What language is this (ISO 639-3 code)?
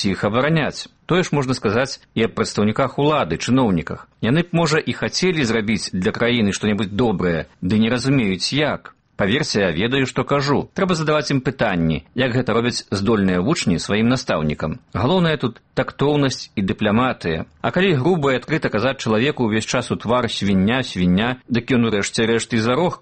bel